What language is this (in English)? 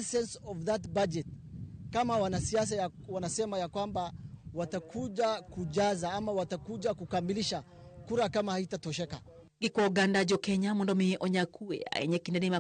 Luo (Kenya and Tanzania)